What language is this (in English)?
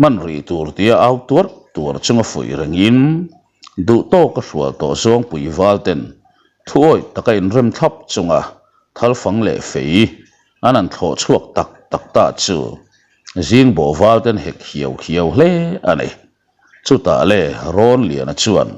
Mizo